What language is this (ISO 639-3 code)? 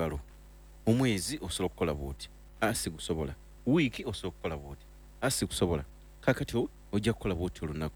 lug